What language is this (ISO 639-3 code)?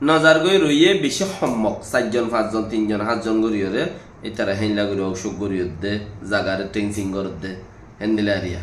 rhg